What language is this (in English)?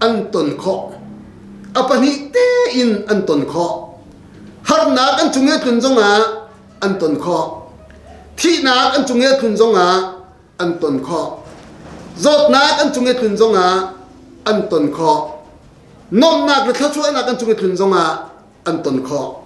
Hakha Chin